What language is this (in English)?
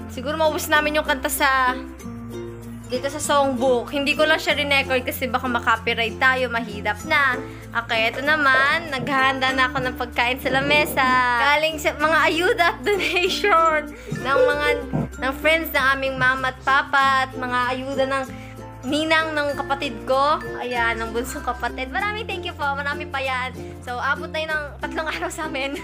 Filipino